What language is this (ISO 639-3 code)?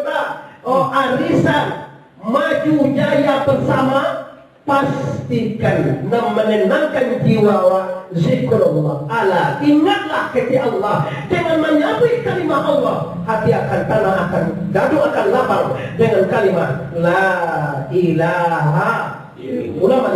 min